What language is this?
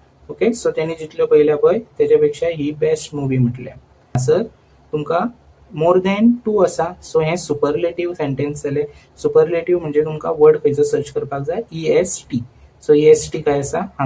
Konkani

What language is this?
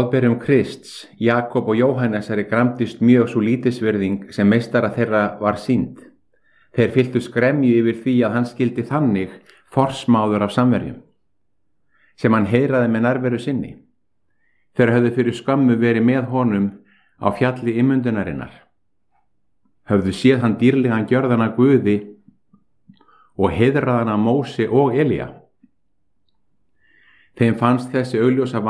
Icelandic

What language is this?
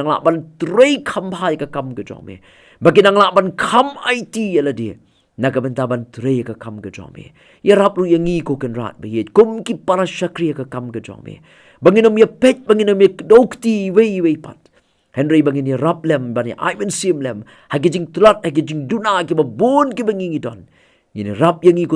Khasi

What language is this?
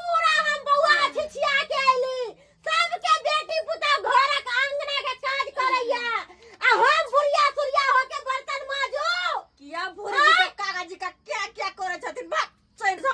Maithili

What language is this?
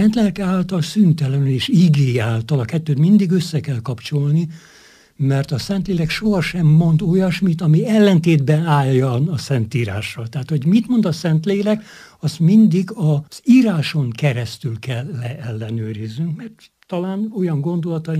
Hungarian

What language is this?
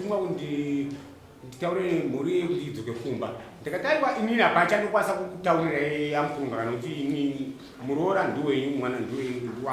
Shona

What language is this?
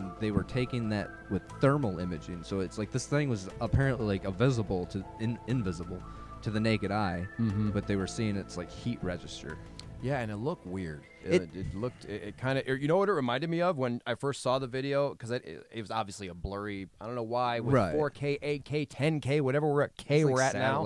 English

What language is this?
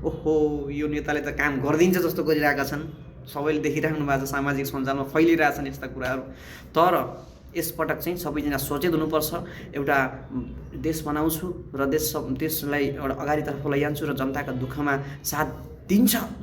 Nepali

